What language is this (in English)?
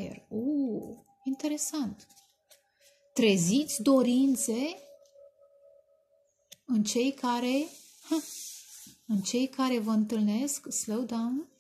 Romanian